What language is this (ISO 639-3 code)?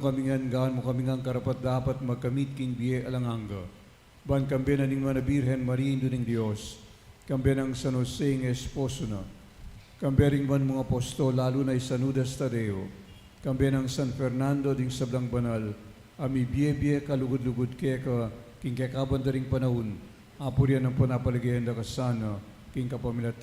pam